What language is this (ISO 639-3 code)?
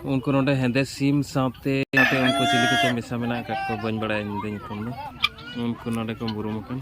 sat